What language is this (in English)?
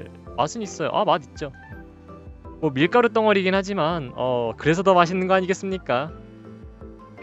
Korean